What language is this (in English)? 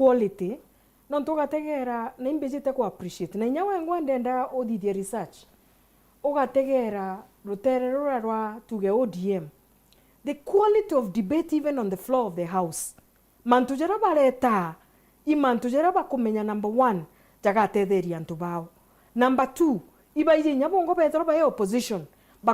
Meru